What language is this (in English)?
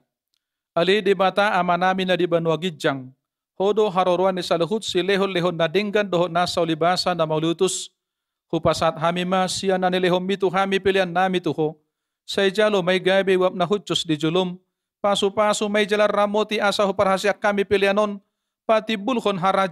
Batak Toba